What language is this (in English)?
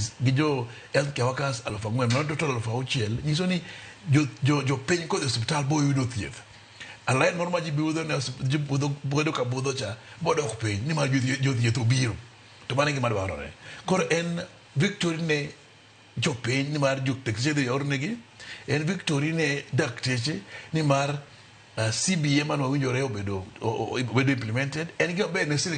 Luo (Kenya and Tanzania)